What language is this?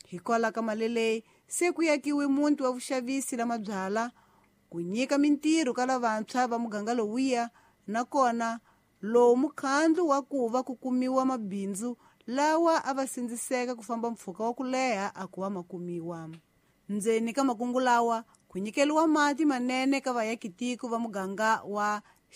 Tsonga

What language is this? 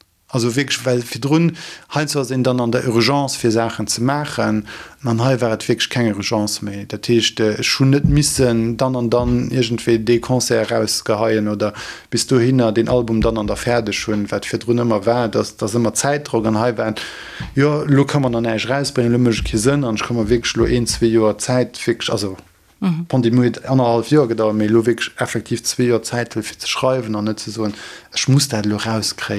Luxembourgish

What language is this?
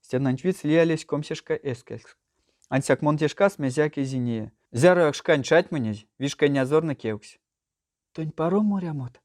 Erzya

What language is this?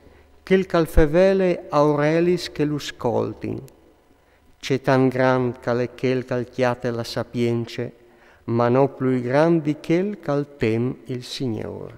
Friulian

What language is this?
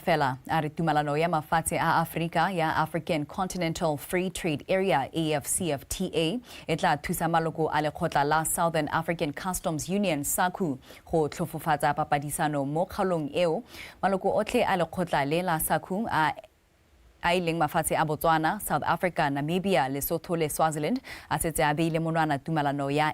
Tswana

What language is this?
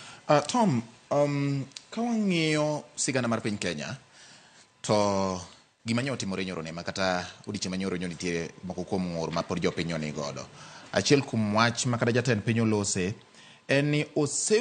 Luo (Kenya and Tanzania)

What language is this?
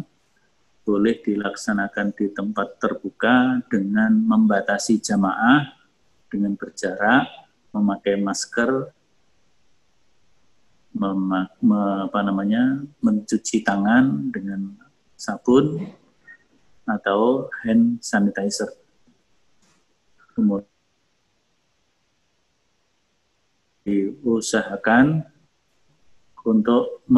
Indonesian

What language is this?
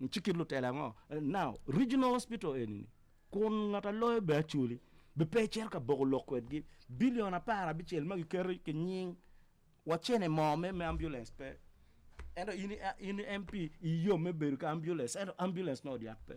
Acoli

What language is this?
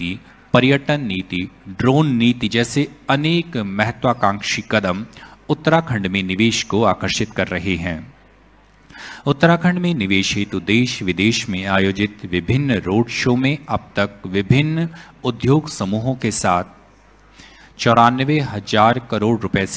Hindi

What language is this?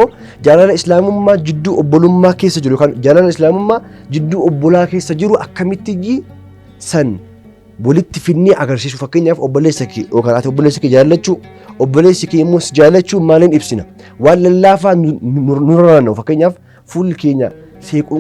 Oromo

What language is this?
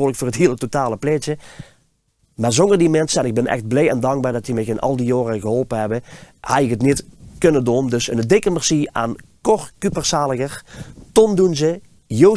Limburgish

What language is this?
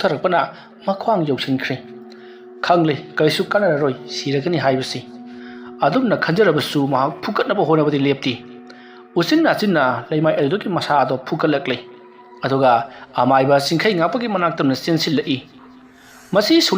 Manipuri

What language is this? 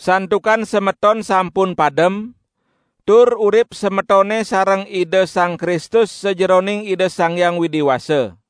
Balinese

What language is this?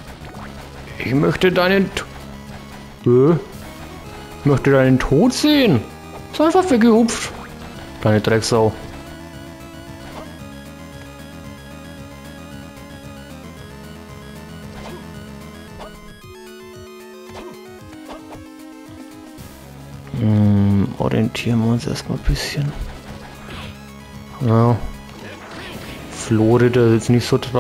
German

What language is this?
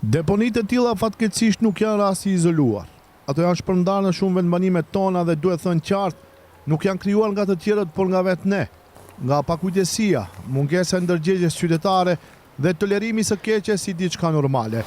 Albanian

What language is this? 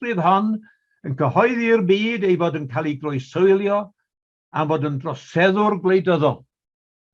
Welsh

